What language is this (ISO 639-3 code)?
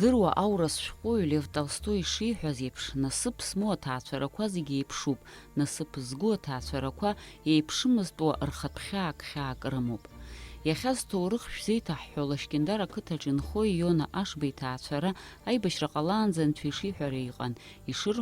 abk